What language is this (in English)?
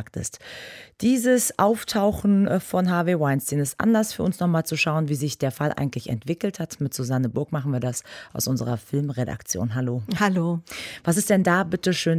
German